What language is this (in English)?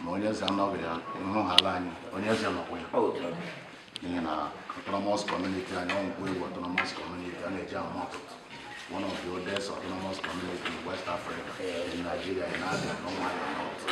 Igbo